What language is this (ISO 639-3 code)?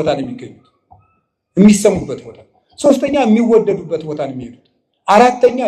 amh